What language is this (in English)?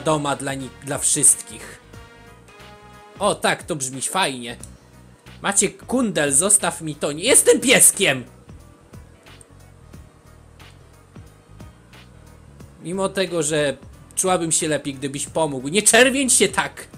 Polish